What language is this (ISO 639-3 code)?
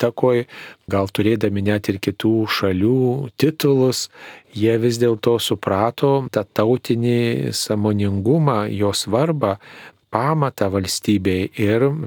lit